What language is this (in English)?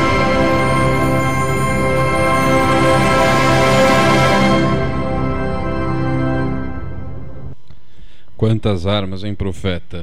Portuguese